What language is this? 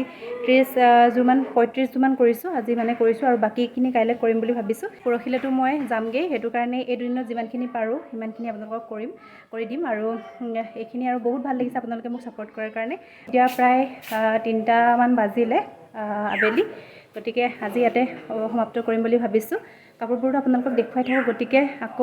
Assamese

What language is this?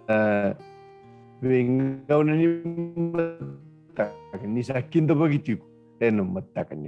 Fijian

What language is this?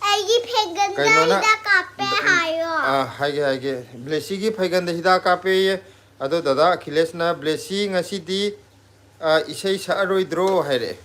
Manipuri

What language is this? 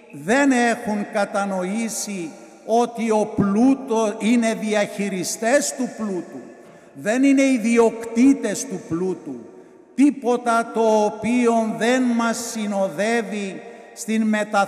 Greek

